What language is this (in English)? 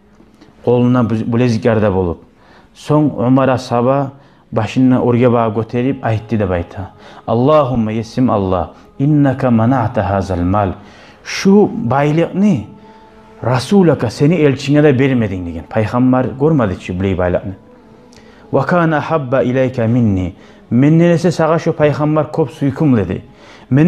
Kumyk